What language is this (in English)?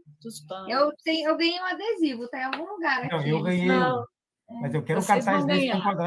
Portuguese